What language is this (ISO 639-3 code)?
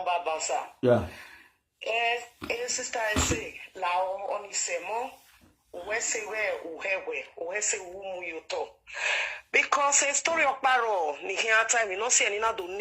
pcm